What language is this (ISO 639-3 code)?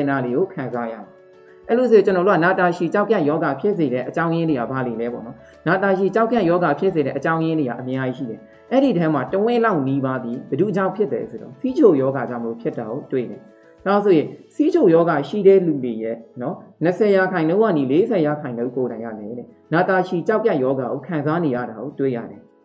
mya